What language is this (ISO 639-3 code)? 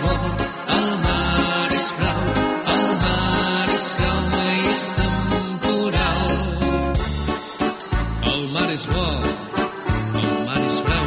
cat